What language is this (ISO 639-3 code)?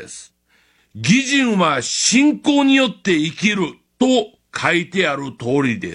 jpn